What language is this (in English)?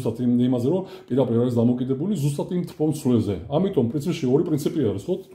Georgian